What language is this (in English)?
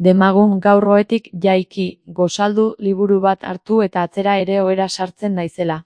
Basque